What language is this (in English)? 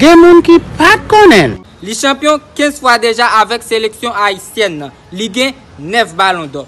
Haitian Creole